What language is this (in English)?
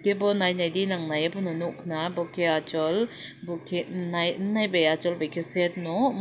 Kok Borok